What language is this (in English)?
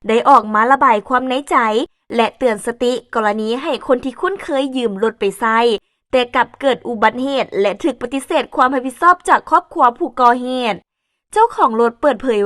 Lao